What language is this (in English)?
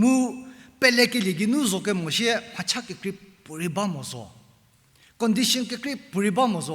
Angami Naga